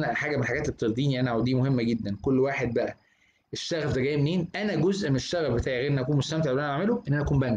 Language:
Egyptian Arabic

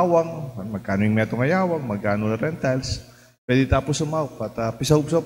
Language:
Pampanga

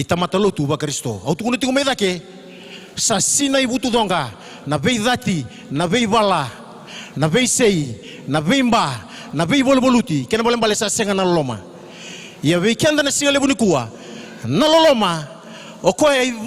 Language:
Fijian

